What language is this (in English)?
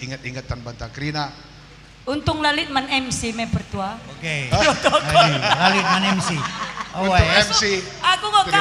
Batak Karo